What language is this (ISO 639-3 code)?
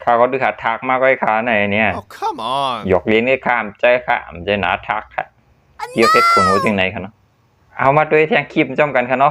shn